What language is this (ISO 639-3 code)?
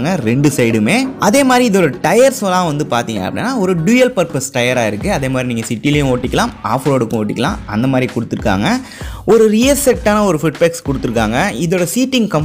tam